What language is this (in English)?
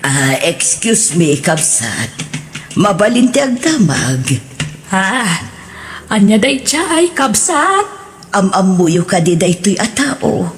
Iloko